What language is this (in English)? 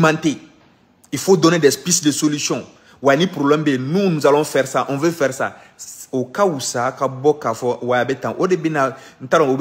Bambara